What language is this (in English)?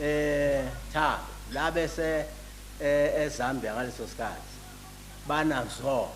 Zulu